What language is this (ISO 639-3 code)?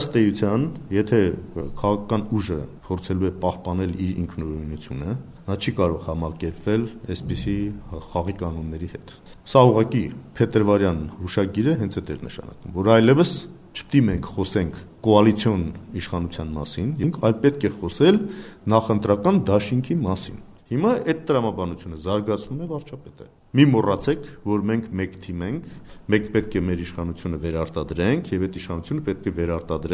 hye